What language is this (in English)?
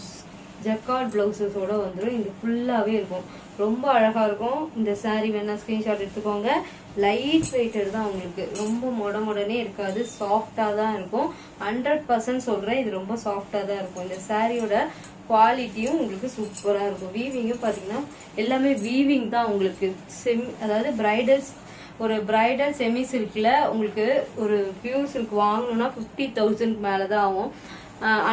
Tamil